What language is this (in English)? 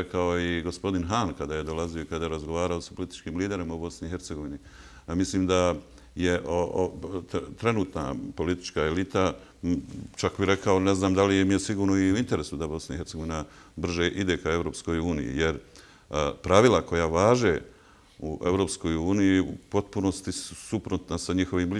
Bosnian